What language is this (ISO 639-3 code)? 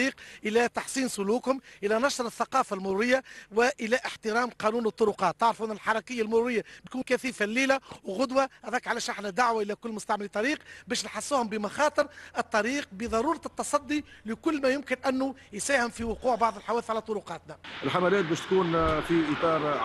aeb